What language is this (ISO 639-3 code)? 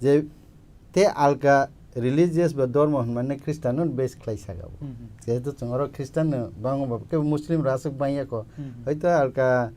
trp